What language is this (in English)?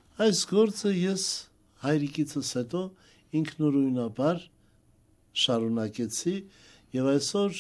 Armenian